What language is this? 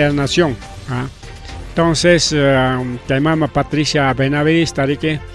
Ayacucho Quechua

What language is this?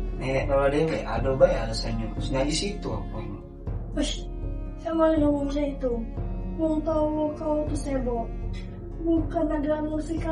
Musi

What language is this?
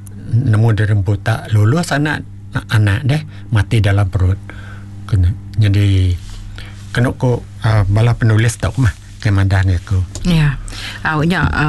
Iban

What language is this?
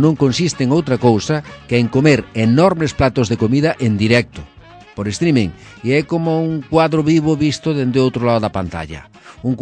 Galician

